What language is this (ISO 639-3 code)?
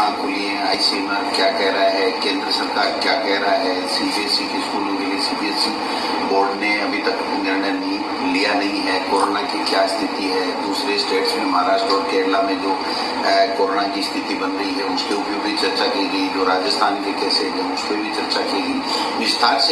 hin